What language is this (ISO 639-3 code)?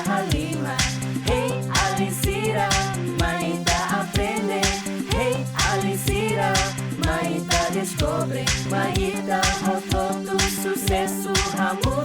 tet